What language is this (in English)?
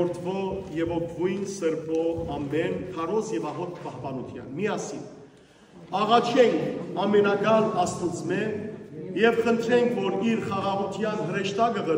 Western Armenian